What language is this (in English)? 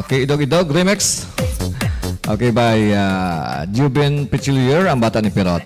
Hiligaynon